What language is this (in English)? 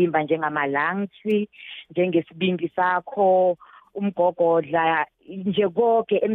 South Ndebele